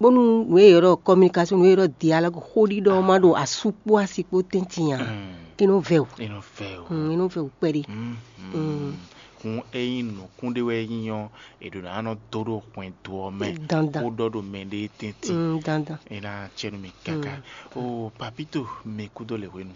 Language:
Fon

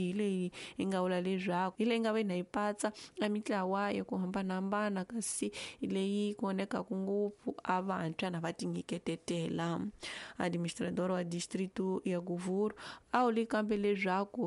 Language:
Tsonga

